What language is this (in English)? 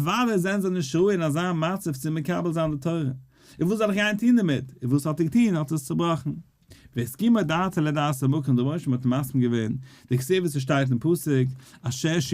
Yiddish